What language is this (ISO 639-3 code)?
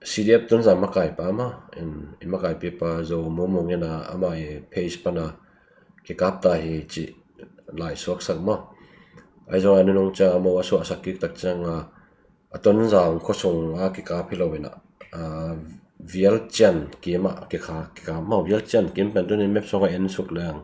ctd